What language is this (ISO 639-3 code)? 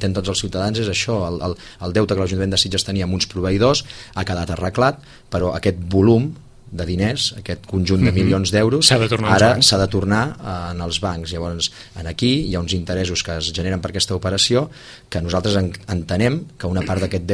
cat